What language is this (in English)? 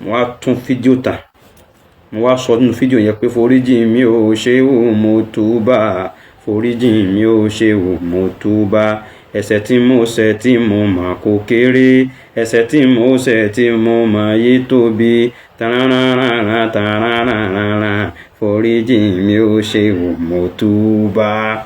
Yoruba